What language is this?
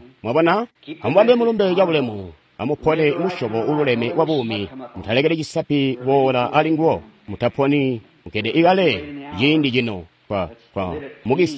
Tonga (Zambia)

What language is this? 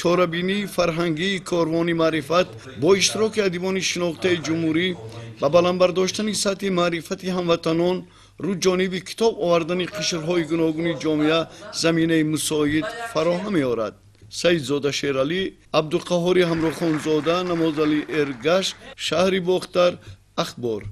Tajik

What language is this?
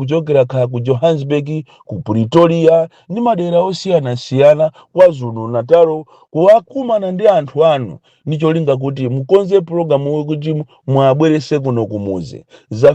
Nyanja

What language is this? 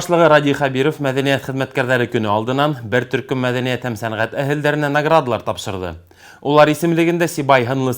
Bashkir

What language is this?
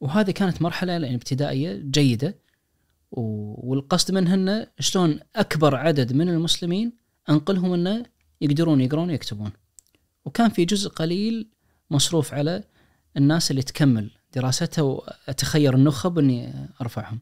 Najdi Arabic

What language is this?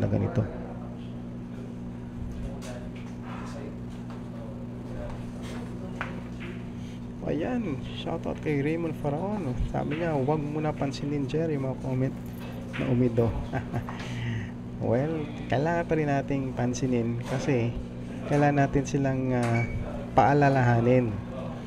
Filipino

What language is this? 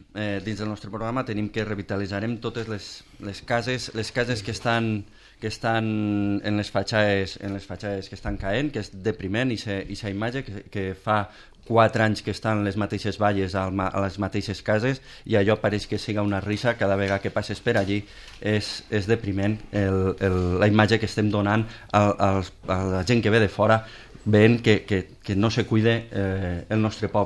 Catalan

